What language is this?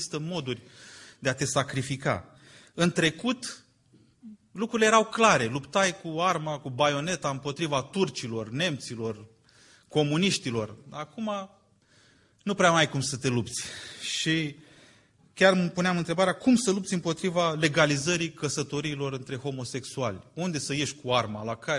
Romanian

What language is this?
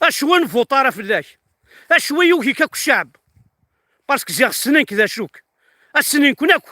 Kabyle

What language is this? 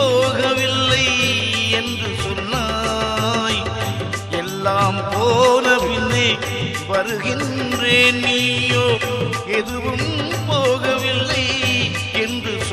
Tamil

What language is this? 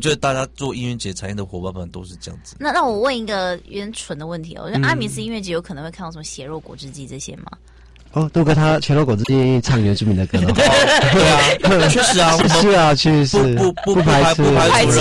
Chinese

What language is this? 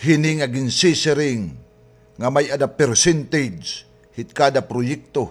Waray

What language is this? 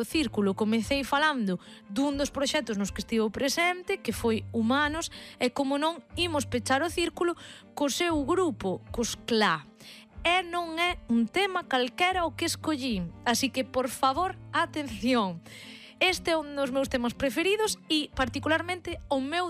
Galician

